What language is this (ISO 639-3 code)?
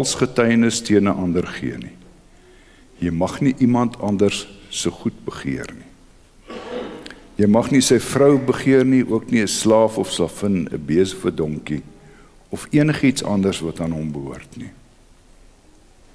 afr